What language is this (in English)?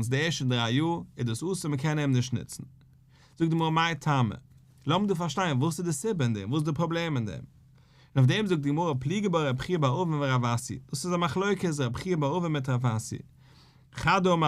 Yiddish